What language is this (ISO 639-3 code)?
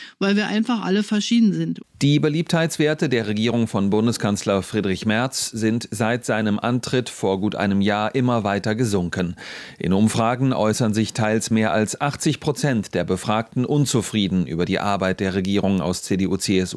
deu